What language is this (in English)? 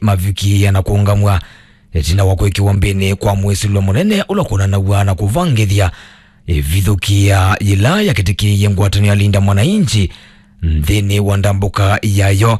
Kamba